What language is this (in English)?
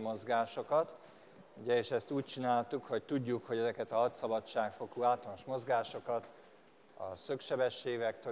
Hungarian